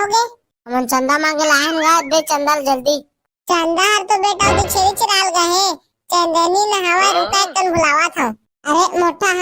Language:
Chhattisgarhi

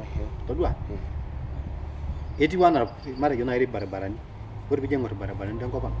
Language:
Masai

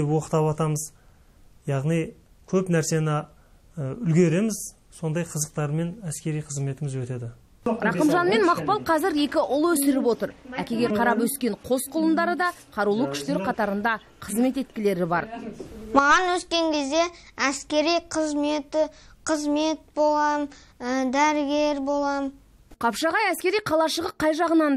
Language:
Kazakh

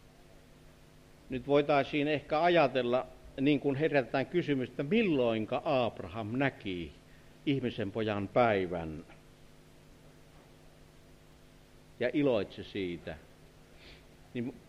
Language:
Finnish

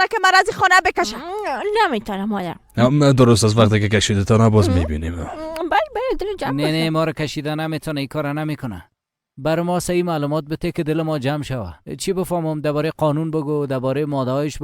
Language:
Persian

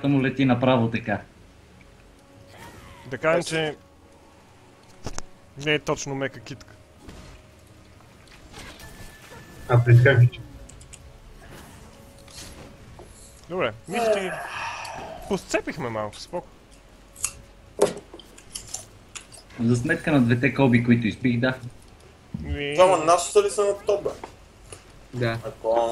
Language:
Bulgarian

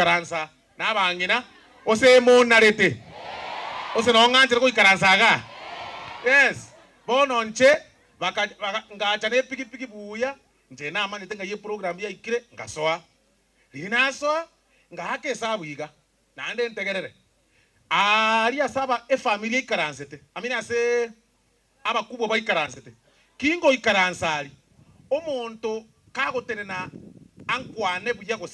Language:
Gusii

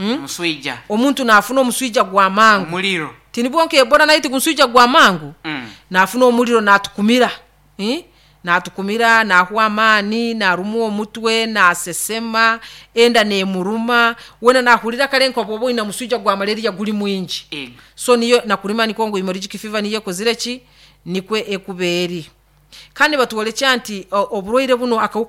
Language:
Nyoro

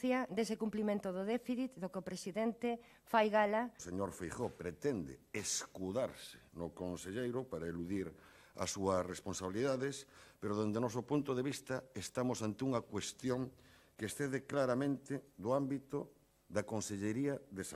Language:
Galician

